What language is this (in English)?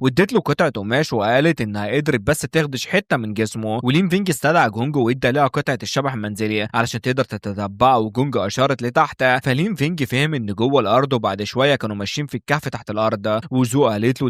Egyptian Arabic